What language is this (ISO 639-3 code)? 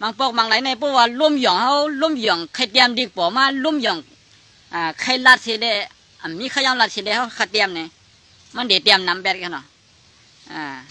shn